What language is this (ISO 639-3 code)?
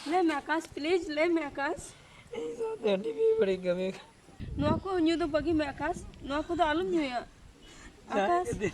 sat